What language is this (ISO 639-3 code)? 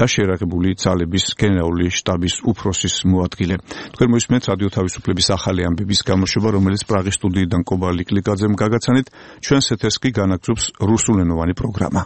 kat